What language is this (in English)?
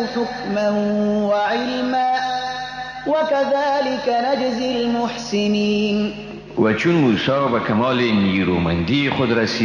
Persian